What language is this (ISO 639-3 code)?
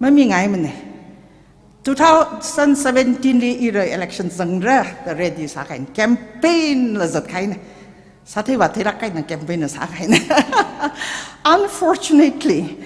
nmf